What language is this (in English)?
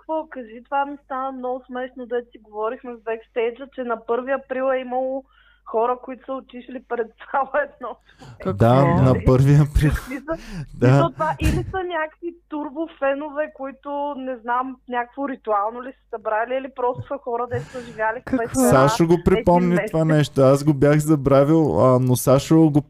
Bulgarian